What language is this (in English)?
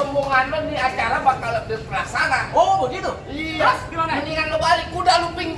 Betawi